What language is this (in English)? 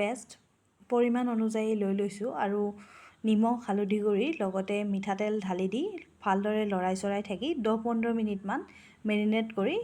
Assamese